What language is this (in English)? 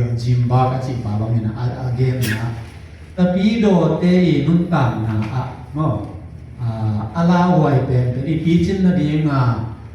Tedim Chin